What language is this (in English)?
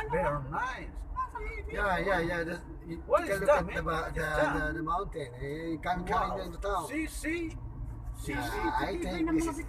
Bikol